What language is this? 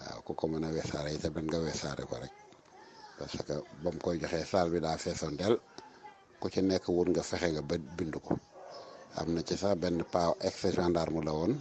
Wolof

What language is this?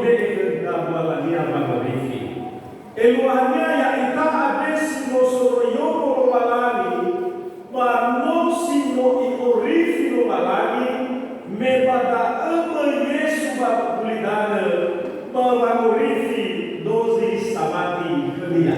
Nias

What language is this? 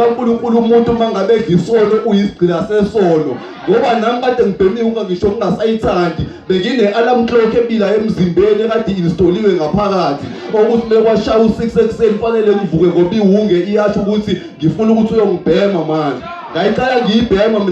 Zulu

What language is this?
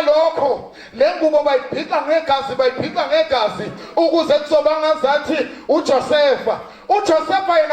Zulu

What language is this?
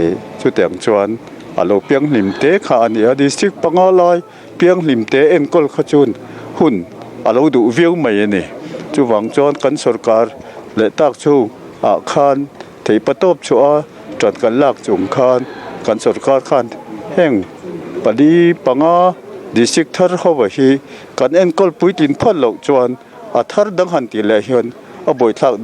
Mizo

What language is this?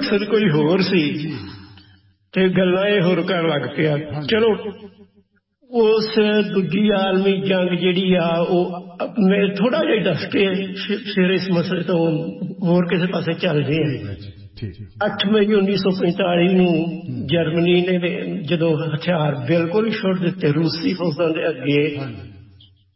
Punjabi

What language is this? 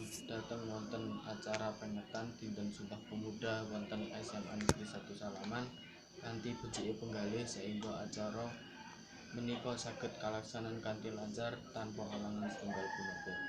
Javanese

